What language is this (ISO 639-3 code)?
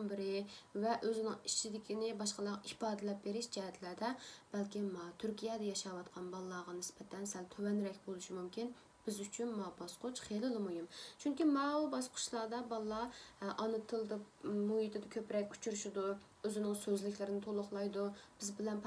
uig